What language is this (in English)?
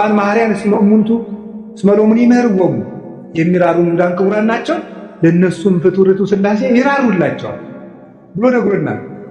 Amharic